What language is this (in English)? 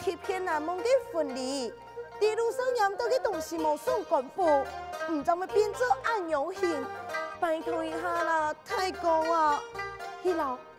Hakka Chinese